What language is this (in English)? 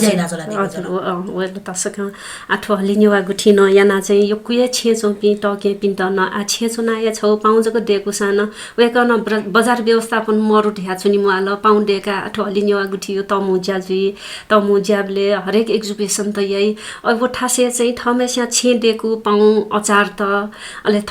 Newari